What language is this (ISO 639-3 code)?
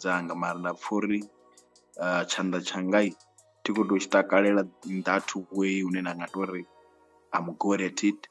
ven